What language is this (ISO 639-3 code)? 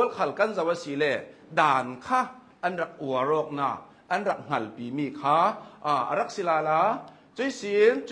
cnh